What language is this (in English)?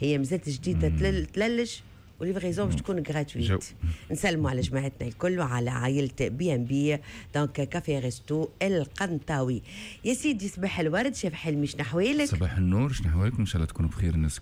Tunisian Arabic